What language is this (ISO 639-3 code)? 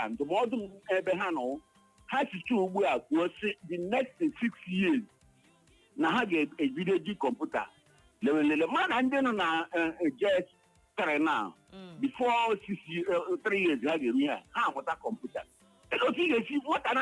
ibo